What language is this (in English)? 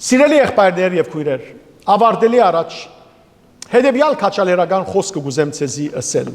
Western Armenian